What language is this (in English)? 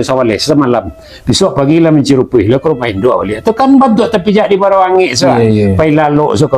Minangkabau